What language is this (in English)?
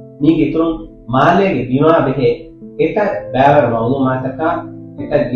Divehi